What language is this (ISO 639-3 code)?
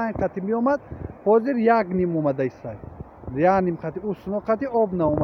tgk